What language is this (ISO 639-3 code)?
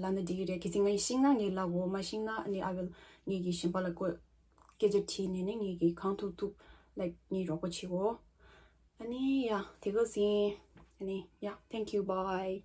bod